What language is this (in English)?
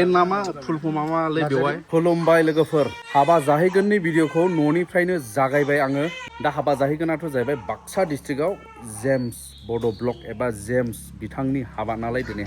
Bodo